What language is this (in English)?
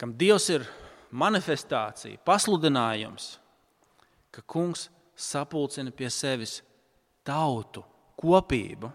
Latvian